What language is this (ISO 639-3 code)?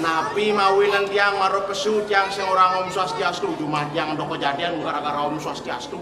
ban